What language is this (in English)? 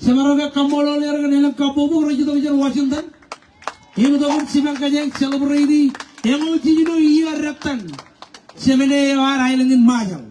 Marshallese